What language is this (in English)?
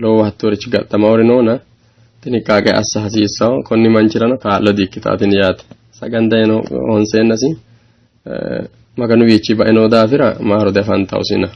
Sidamo